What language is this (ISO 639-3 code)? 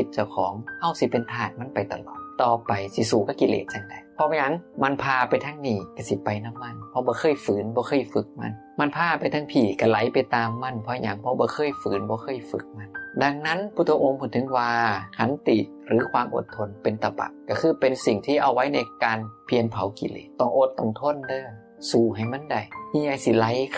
tts